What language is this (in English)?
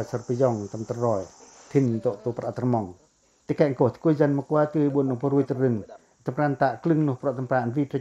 Pacoh